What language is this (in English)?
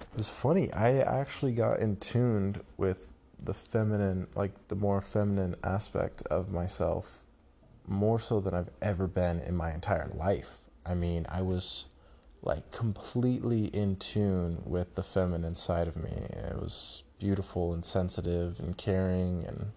English